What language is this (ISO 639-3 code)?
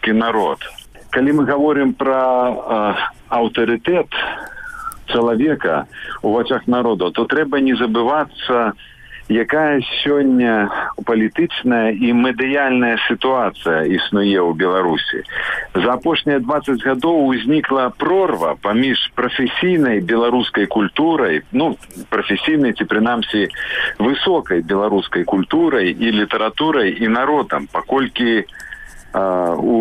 bel